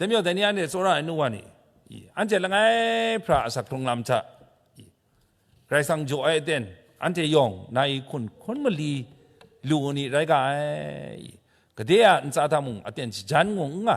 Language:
Kachin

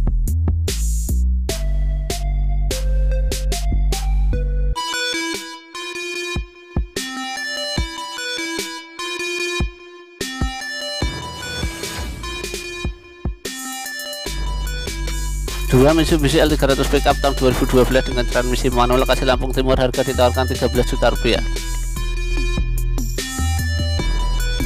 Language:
Indonesian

